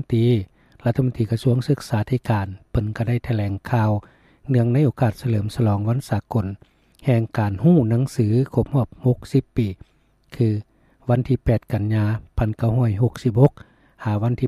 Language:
Lao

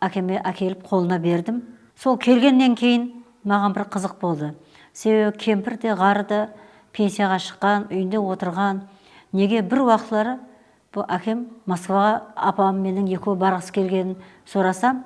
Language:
Kara-Kalpak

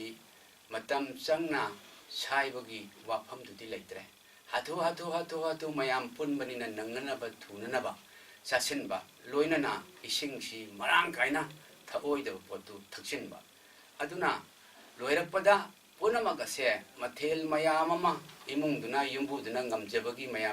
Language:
Manipuri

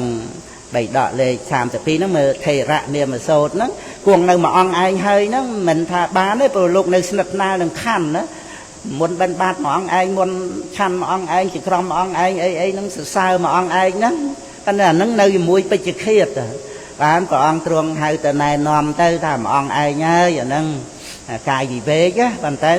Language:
Khmer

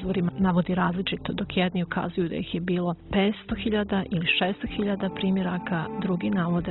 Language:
Bosnian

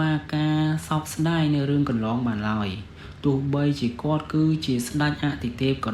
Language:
Khmer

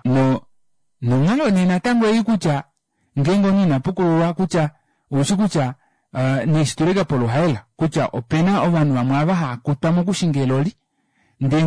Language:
Kuanyama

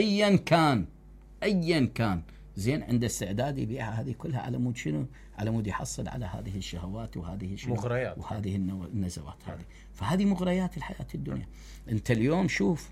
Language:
Mesopotamian Arabic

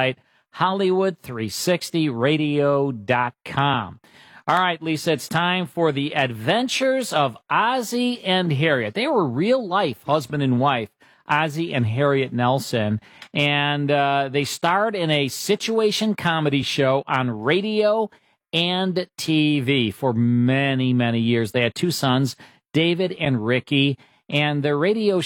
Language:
English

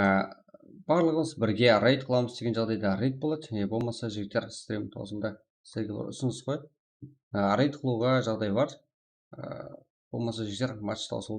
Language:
Kara-Kalpak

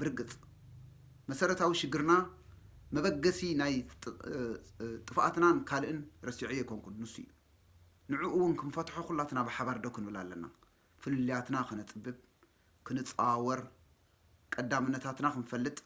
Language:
Tigrinya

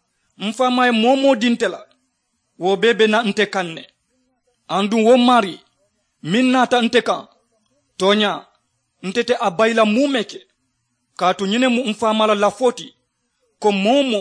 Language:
Mandingo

